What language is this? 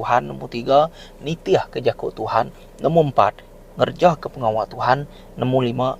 Iban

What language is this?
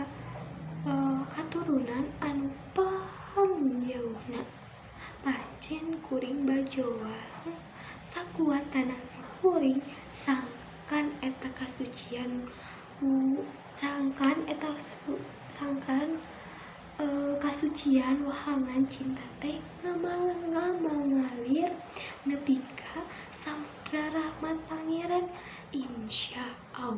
Sundanese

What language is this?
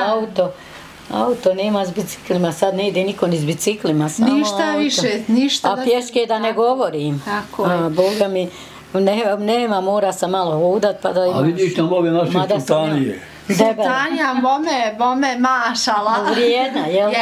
Bosnian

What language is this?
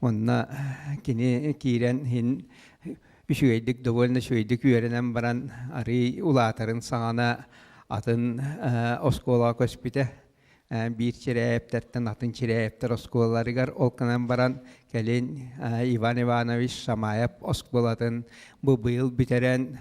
Yakut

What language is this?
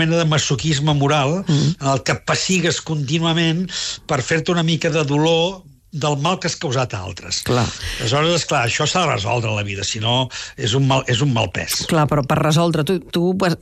Catalan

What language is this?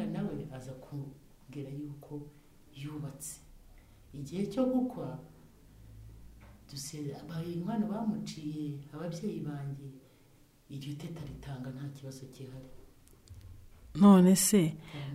Kinyarwanda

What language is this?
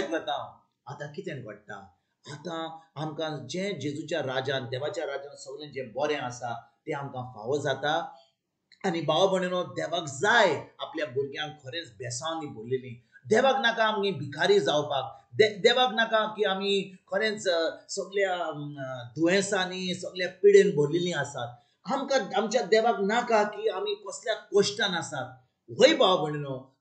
Konkani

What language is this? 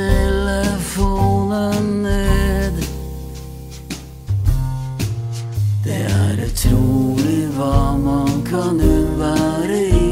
Norwegian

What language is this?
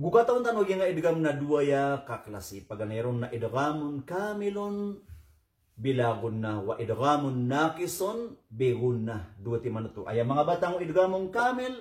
Maranao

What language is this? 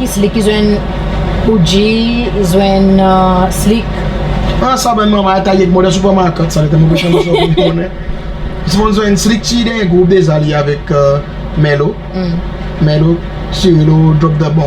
Seselwa Creole French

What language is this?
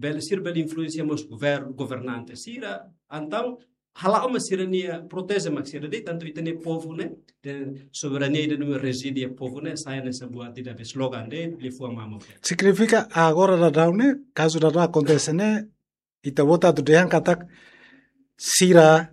Tetum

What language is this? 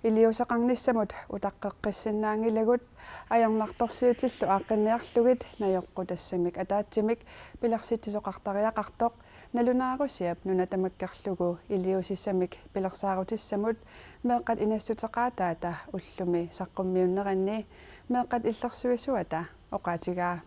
Kalaallisut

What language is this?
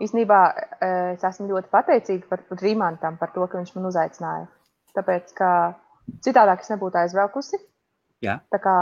Latvian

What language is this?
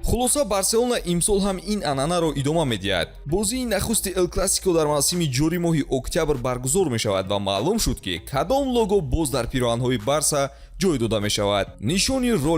Tajik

